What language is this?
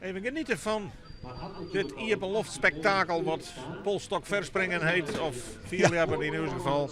Western Frisian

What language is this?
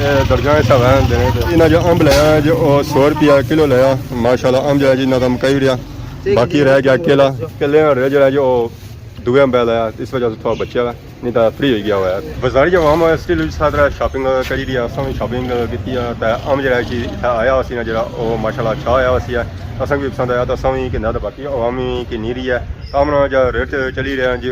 Pahari-Potwari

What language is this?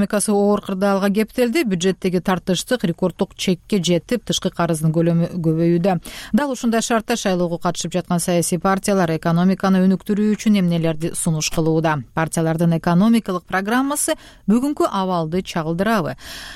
Kyrgyz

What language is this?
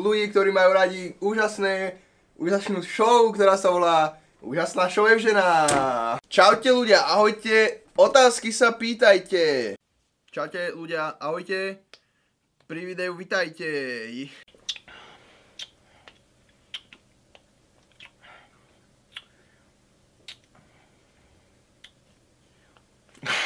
Slovak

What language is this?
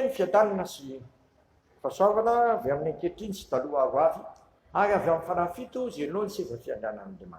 Malagasy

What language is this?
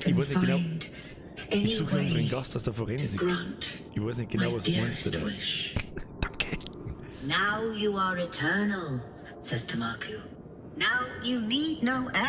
Bavarian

